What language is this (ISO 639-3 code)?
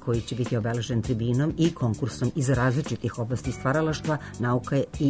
srp